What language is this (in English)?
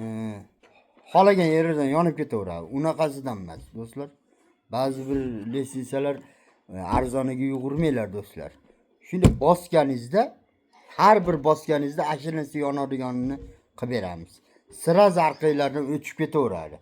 Uzbek